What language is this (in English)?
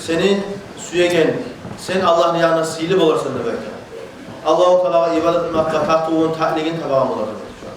Kumyk